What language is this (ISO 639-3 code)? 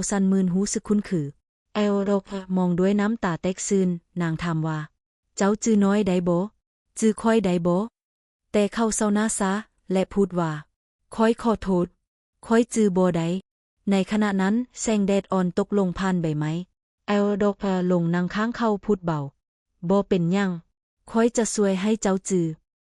lao